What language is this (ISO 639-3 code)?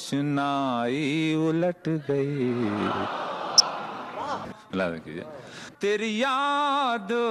urd